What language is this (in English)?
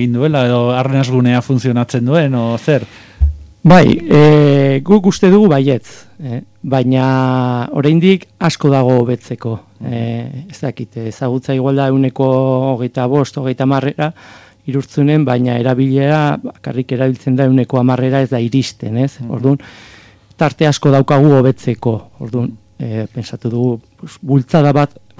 Basque